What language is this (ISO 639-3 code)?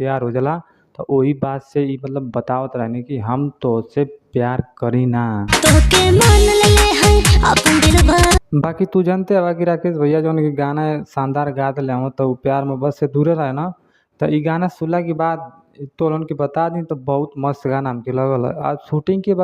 bho